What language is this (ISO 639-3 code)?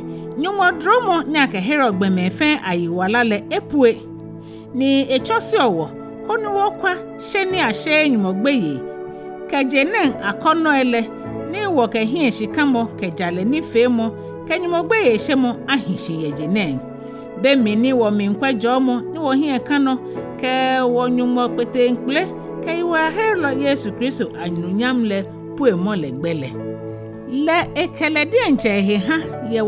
gaa